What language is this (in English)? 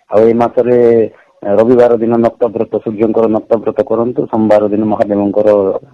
Odia